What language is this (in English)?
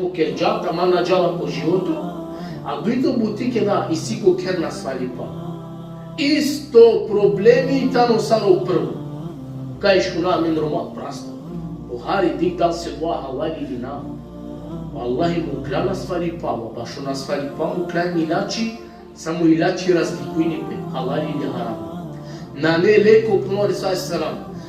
Balkan Romani